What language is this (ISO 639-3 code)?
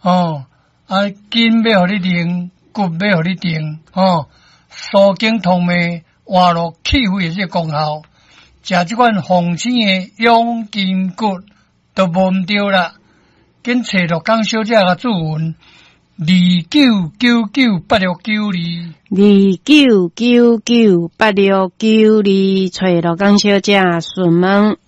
nan